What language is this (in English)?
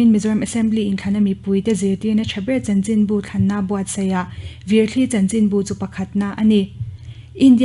Mizo